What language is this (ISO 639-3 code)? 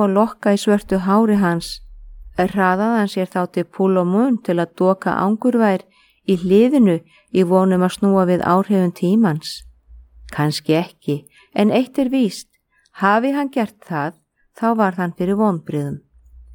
isl